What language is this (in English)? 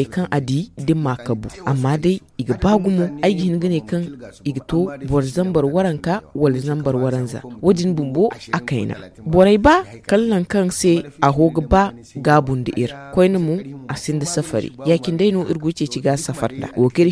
Zarma